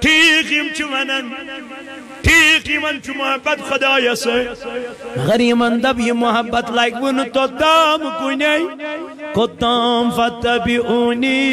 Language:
Kashmiri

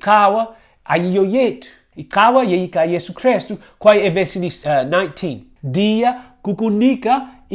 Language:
Xhosa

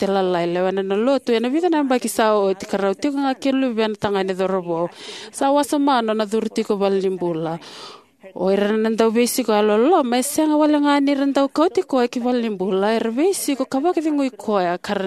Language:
Fijian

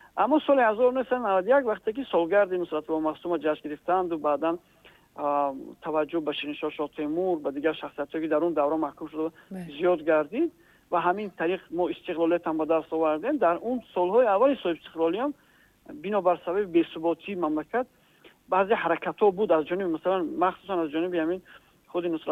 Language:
Tajik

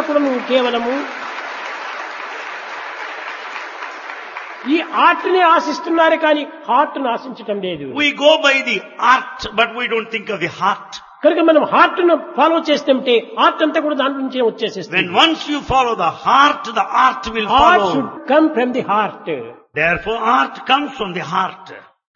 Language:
Telugu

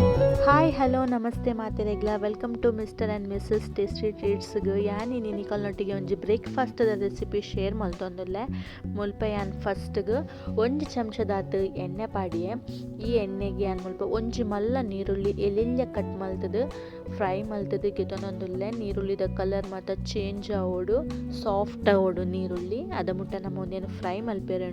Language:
Tulu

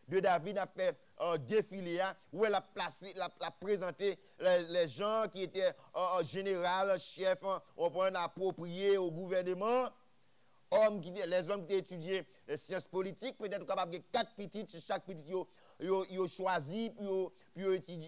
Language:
French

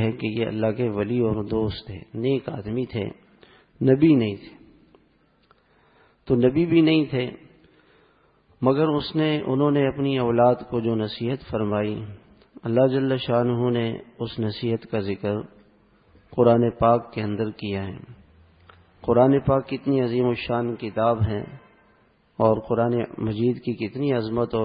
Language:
Urdu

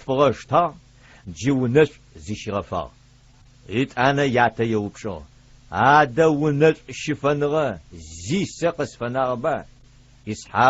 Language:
Adyghe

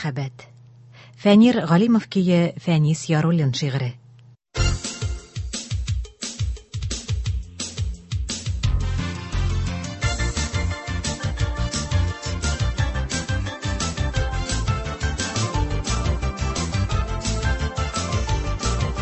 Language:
Tatar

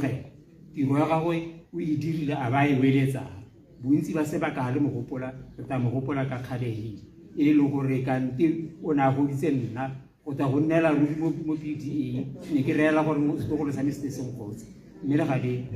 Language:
Tswana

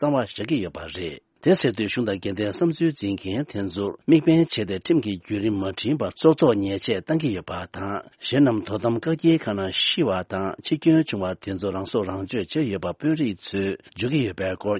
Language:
Tibetan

